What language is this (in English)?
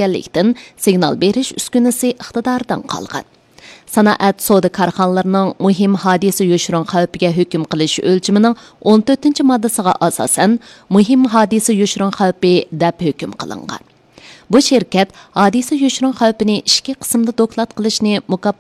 Uyghur